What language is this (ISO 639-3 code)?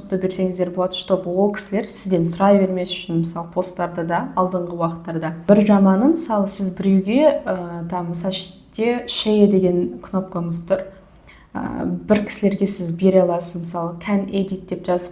kaz